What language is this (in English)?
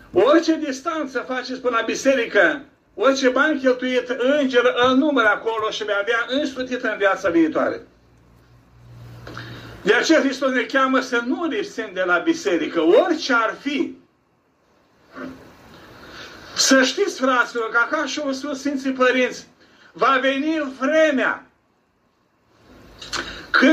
Romanian